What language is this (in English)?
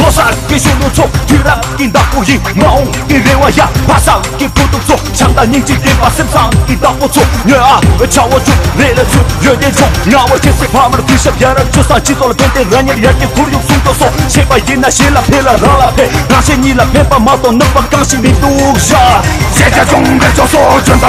Tibetan